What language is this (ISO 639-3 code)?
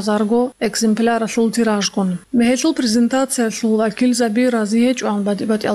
ava